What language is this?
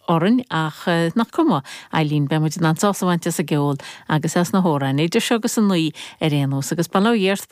Irish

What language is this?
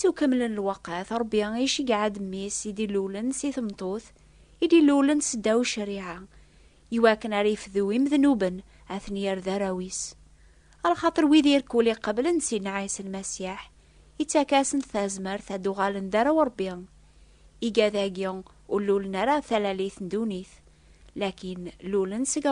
Kabyle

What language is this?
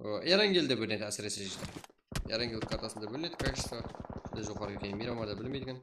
Kara-Kalpak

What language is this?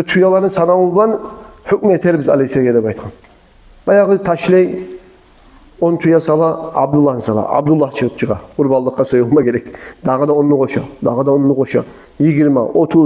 Kumyk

